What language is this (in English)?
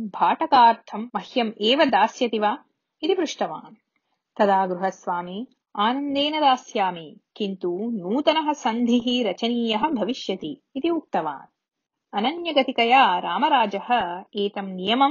Sanskrit